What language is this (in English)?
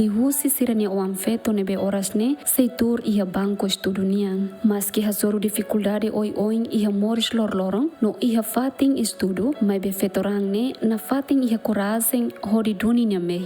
Tetum